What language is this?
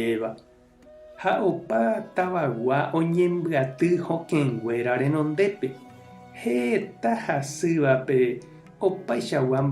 Guarani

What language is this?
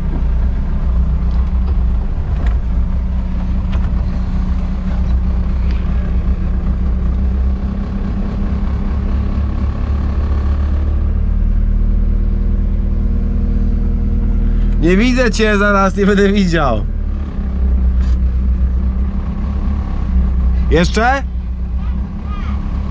Polish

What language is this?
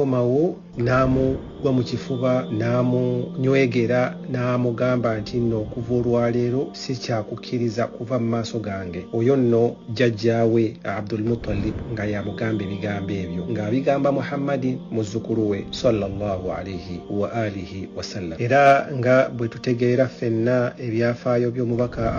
Ganda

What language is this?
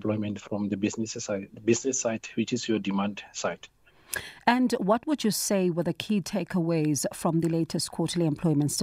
English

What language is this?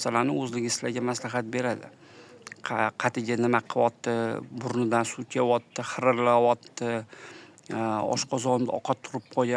Uzbek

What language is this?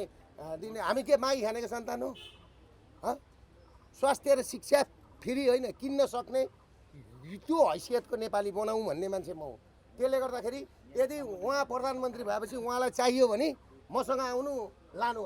Nepali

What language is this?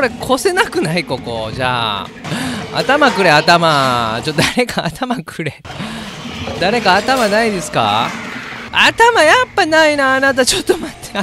Japanese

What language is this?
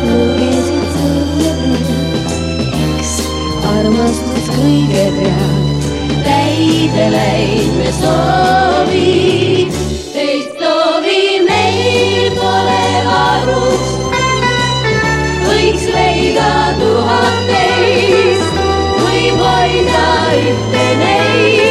Estonian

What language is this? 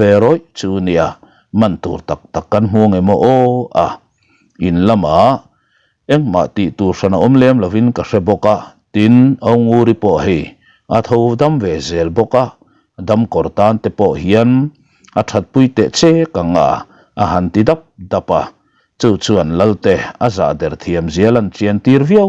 Mizo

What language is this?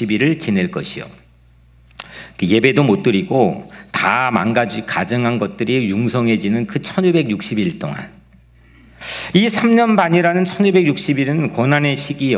Korean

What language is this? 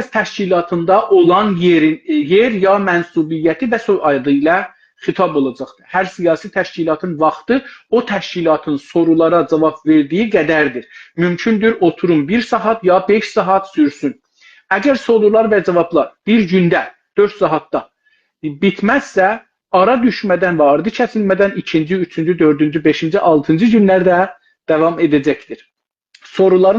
South Azerbaijani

